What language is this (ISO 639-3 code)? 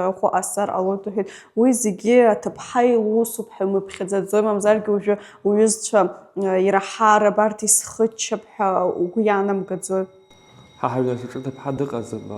abk